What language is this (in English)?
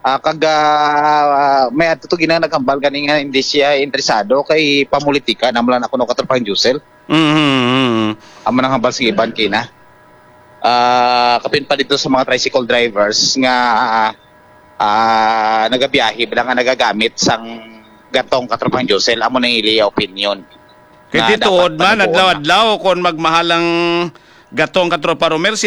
Hiligaynon